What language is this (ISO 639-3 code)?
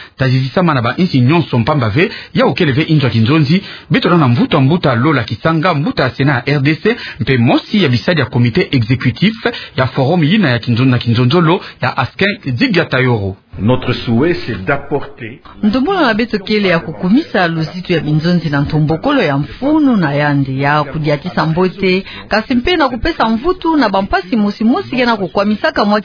ktu